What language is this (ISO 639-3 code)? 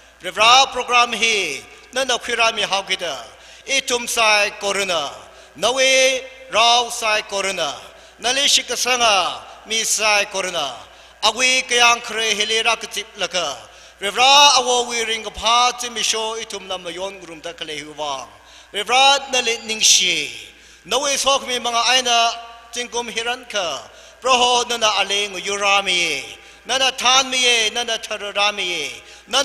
nmf